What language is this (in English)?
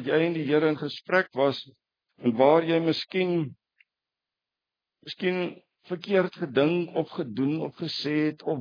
Afrikaans